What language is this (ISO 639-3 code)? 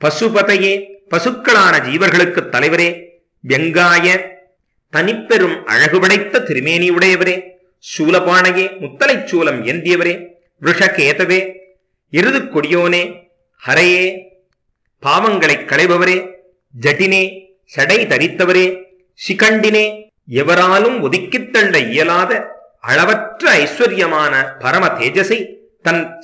tam